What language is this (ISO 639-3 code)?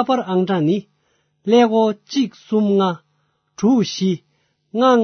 bod